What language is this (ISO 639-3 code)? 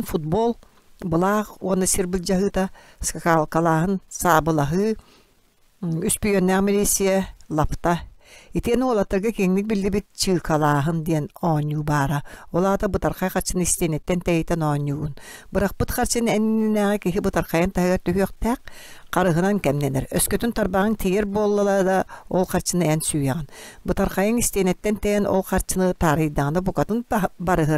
sah